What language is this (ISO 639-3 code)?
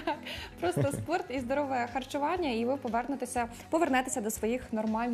ukr